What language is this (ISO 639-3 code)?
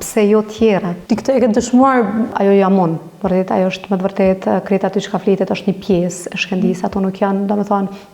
sqi